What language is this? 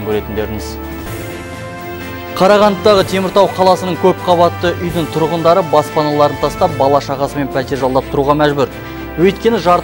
Kazakh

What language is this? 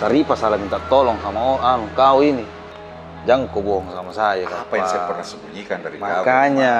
Makassar Malay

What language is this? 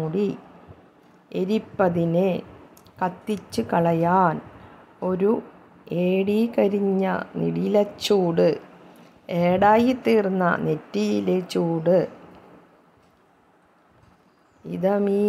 Malayalam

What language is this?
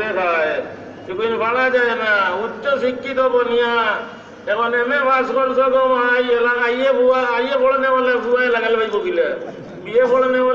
Sylheti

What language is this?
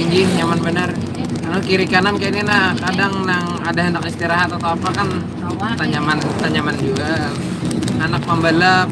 Banjar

